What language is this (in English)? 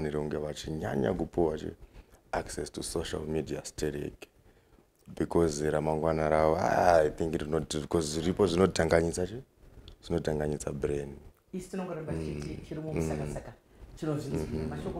Shona